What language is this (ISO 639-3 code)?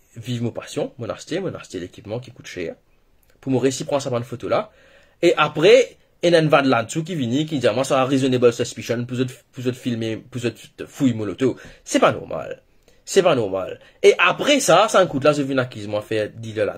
mfe